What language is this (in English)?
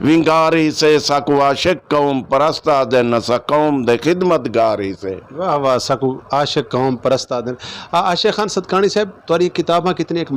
Saraiki